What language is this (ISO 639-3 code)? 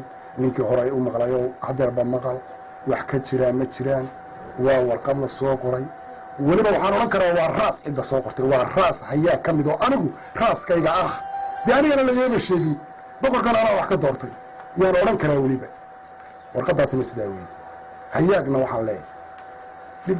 som